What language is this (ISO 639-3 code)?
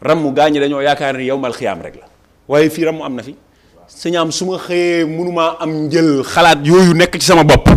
wol